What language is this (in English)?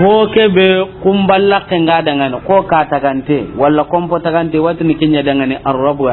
Soninke